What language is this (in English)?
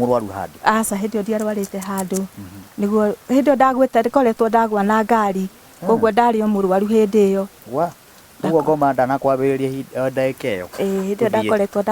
Kikuyu